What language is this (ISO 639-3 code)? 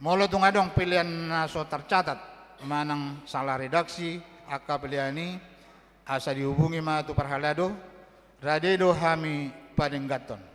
bbc